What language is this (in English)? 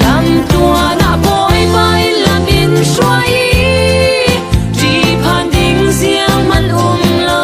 Falam Chin